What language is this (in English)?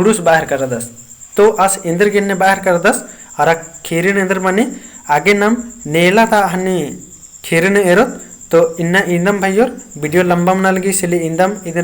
Kurukh